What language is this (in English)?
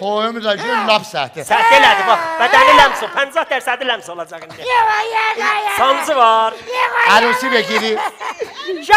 South Azerbaijani